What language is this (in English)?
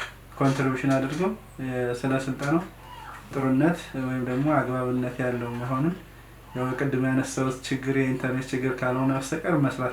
Amharic